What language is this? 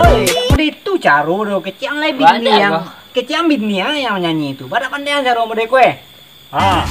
Minangkabau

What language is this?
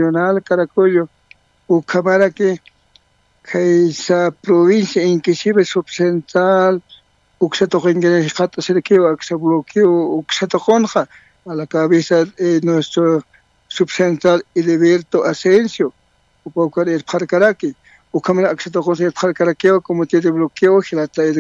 Aymara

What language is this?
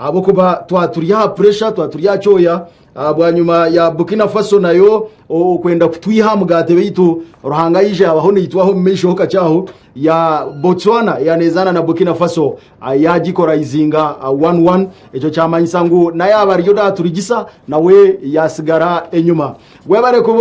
Nyankole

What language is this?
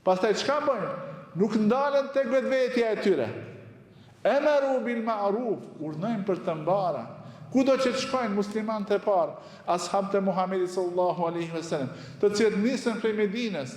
Albanian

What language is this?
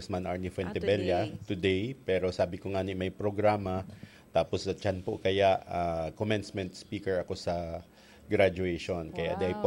Bikol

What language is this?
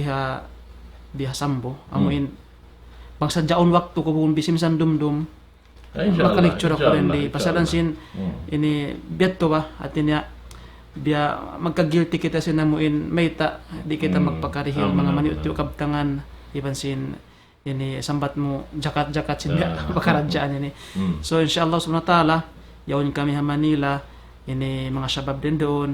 Tausug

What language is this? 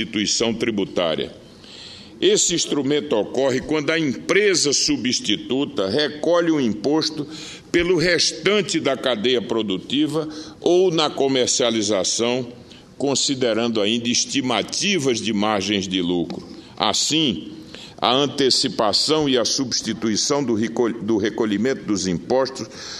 Portuguese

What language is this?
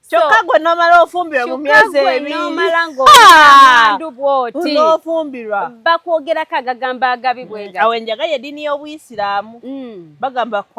Ganda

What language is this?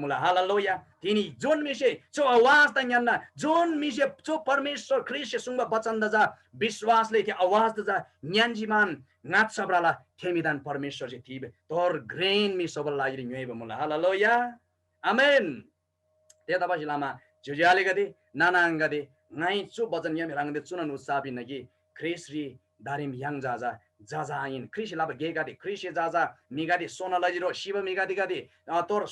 Eastern Tamang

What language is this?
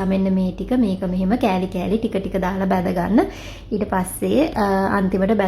Sinhala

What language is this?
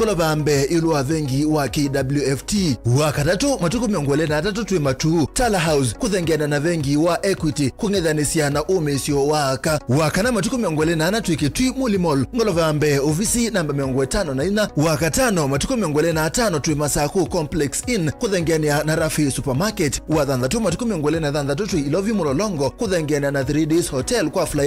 Kamba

